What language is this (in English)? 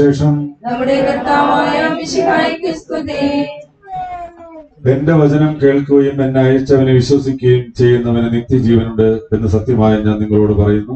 Malayalam